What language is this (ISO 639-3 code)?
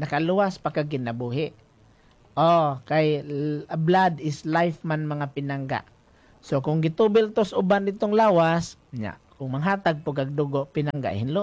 ceb